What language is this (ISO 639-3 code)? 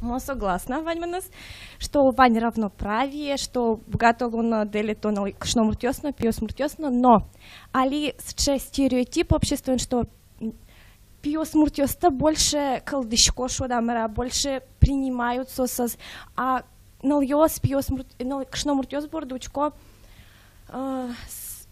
udm